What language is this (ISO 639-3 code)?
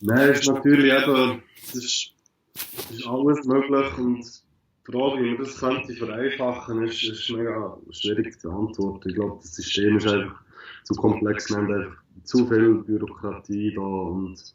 gsw